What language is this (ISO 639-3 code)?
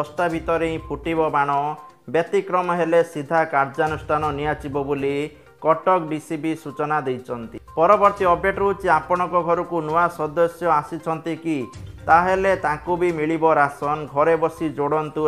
ori